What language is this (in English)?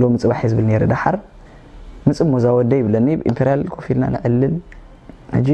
Tigrinya